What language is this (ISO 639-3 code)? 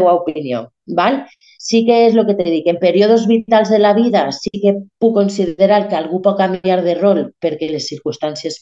cat